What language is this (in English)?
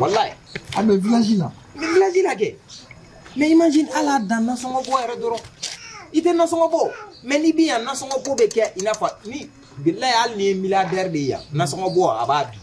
Bambara